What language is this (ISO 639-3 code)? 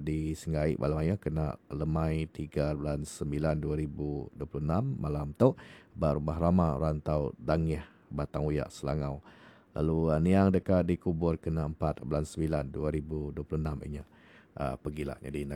iba